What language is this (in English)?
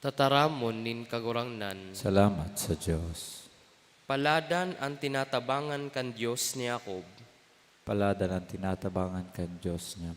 Bikol